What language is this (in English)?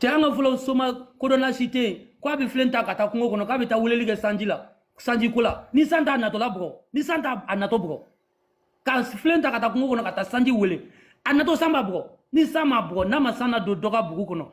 Bambara